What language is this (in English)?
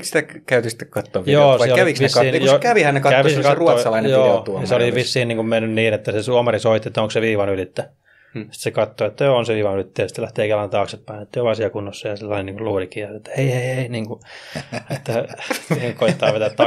Finnish